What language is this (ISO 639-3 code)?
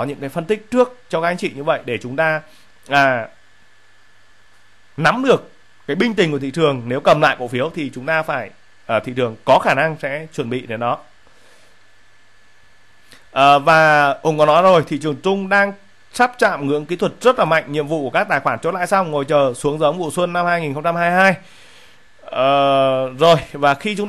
vie